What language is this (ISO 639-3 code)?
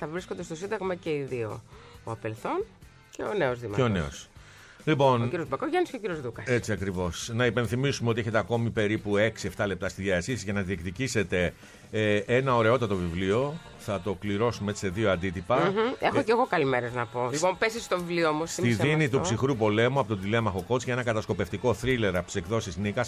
ell